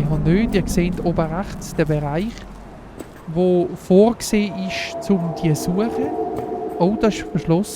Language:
Swiss German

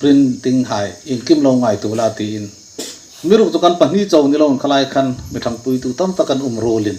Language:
Hmar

